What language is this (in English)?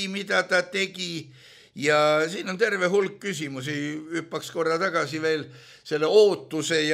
Estonian